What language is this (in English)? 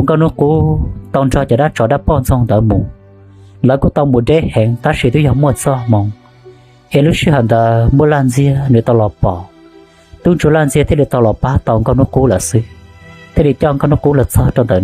Hmong